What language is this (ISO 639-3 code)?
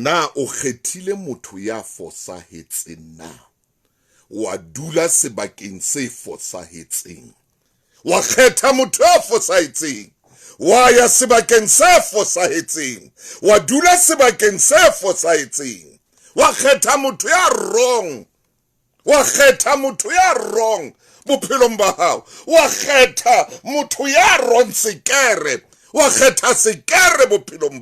sot